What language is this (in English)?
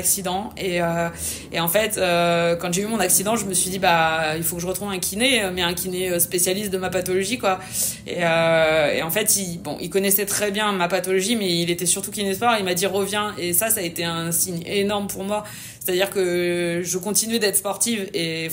French